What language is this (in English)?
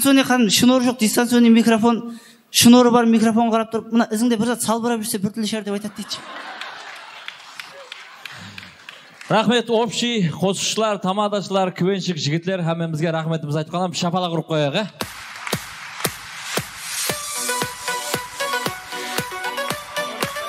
Kazakh